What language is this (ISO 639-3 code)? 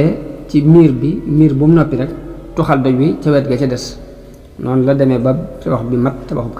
wol